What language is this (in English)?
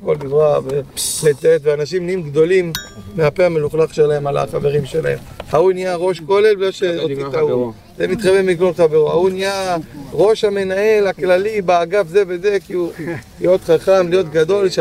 Hebrew